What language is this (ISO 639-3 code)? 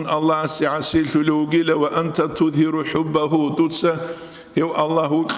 ava